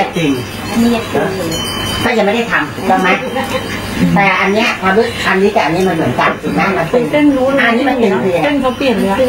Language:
Thai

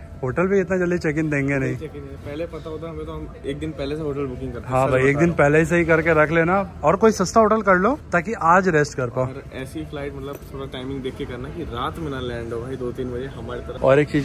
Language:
Hindi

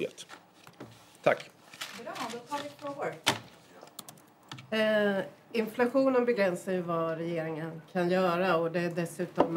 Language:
Swedish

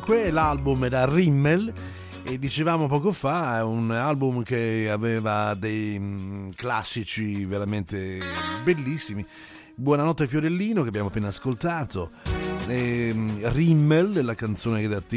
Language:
Italian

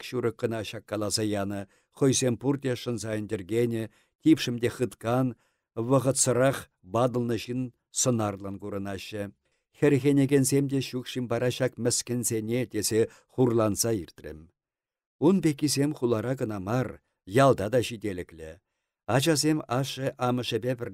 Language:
Chuvash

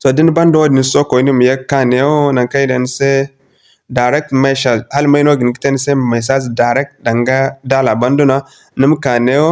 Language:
Zarma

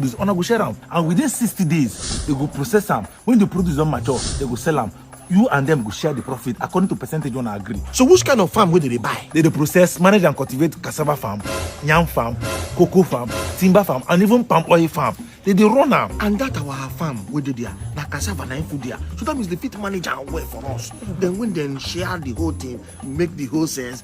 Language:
Nigerian Pidgin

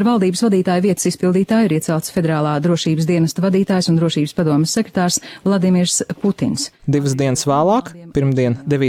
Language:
Latvian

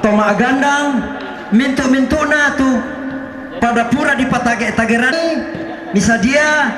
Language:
Toraja-Sa'dan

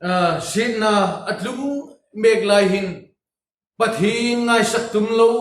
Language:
Hmar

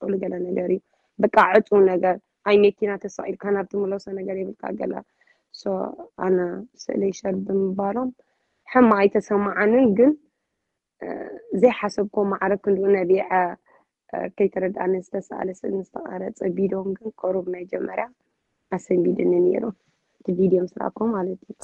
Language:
Tigrinya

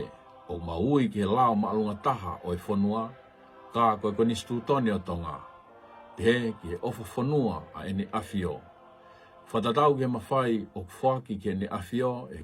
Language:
Tongan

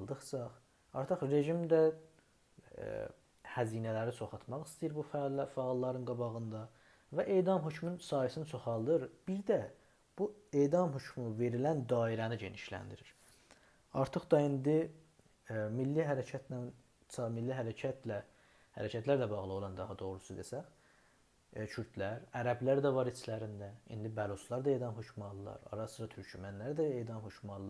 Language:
South Azerbaijani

